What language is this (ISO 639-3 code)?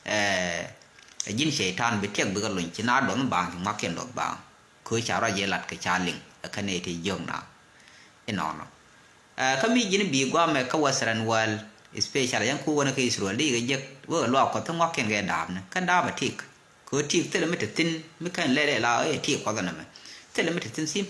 nus